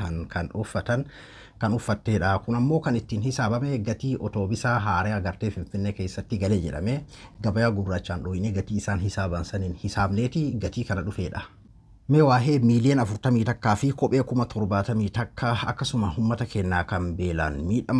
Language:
Oromo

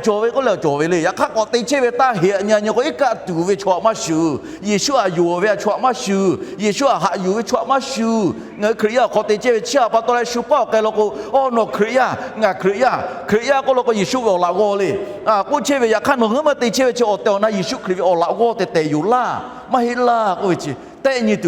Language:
Lahu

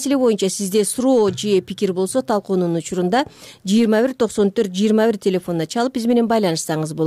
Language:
Kyrgyz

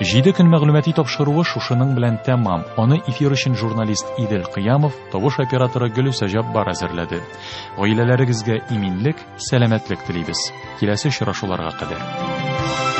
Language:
Tatar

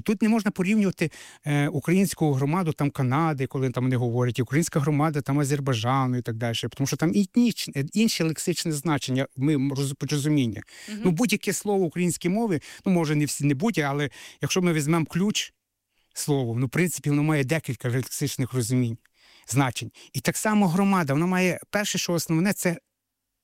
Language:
Ukrainian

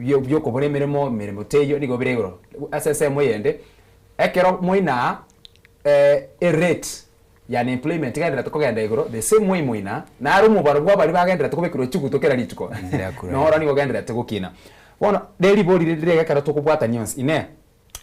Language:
Gusii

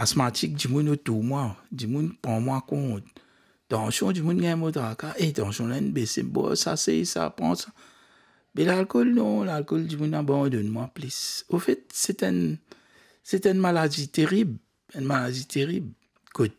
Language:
Morisyen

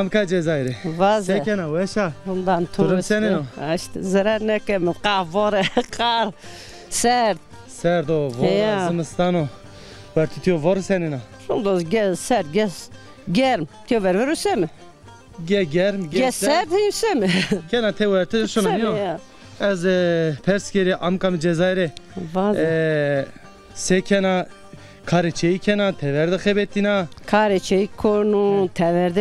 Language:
Zaza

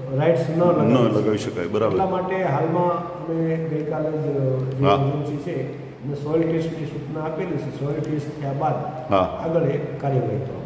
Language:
Gujarati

